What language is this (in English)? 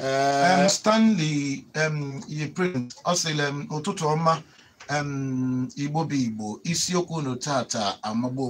Igbo